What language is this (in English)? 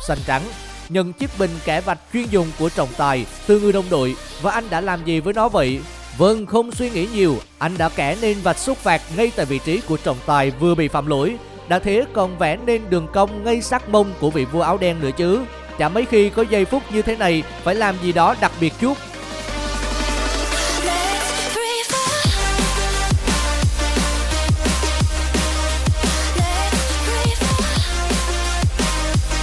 Vietnamese